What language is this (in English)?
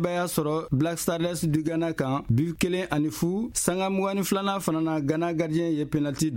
Bambara